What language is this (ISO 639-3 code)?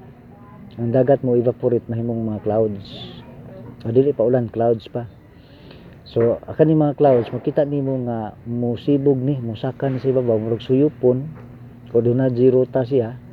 ceb